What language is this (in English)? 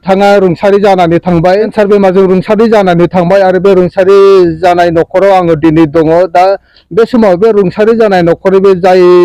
Bodo